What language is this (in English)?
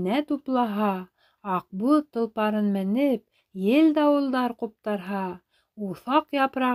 Bashkir